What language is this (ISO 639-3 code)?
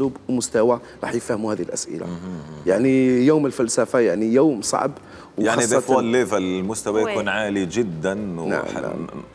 arq